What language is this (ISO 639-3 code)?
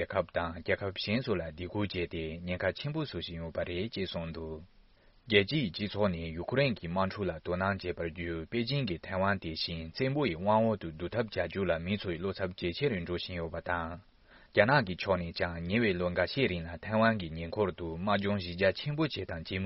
bod